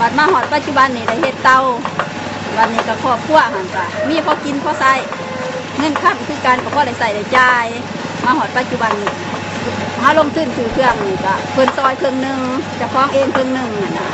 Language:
Lao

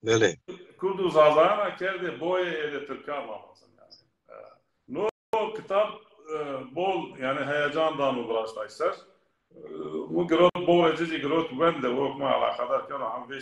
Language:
Zaza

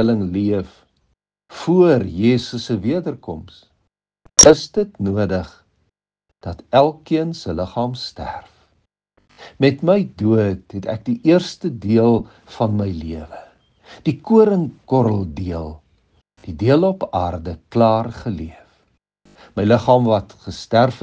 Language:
Afrikaans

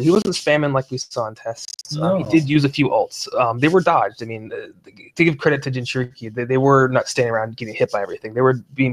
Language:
English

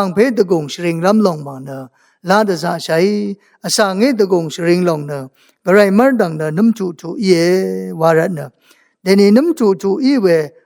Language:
Rawang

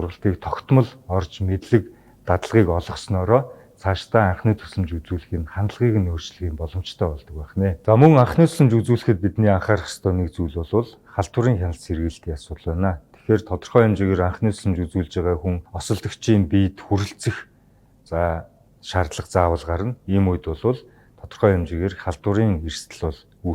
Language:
Mongolian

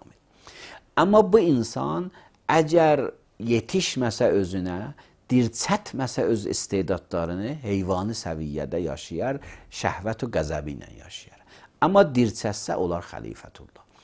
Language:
Azerbaijani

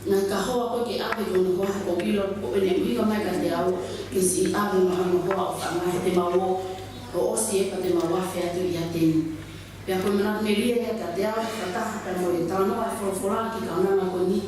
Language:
Tongan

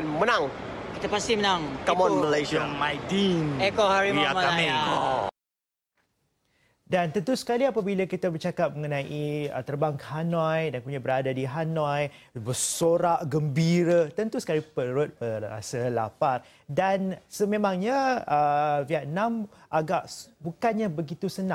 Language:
Malay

